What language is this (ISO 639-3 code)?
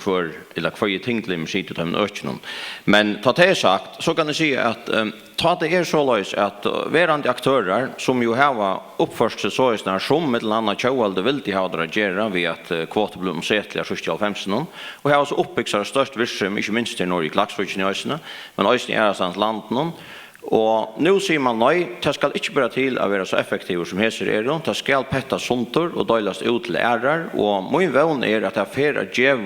fao